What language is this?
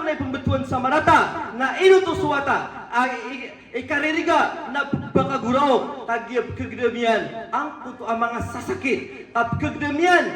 Maranao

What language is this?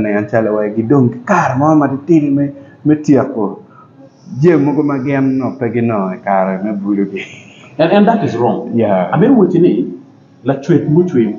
Acoli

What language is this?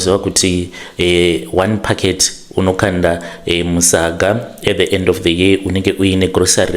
Shona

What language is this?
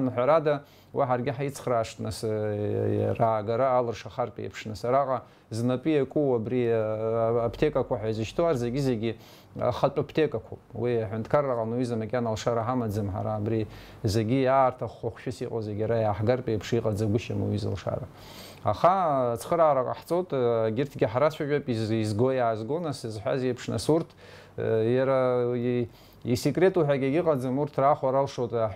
Abkhazian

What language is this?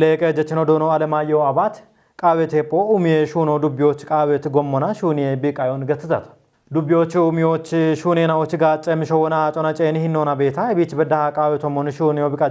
Kafa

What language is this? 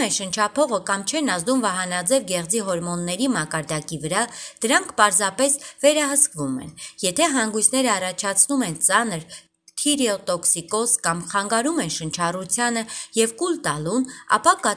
Armenian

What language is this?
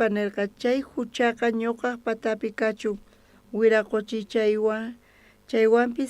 South Bolivian Quechua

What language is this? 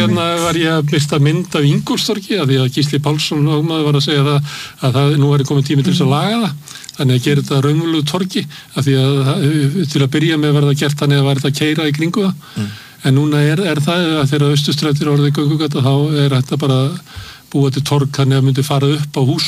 Icelandic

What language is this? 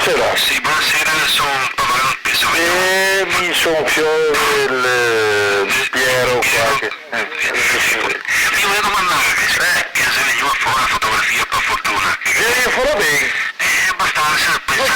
Venetian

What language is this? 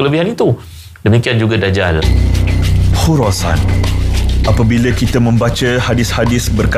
Malay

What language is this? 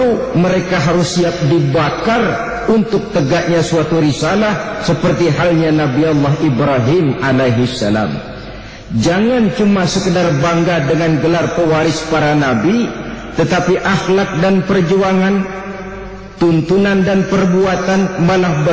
Indonesian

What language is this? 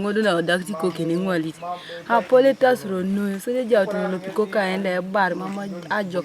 Teso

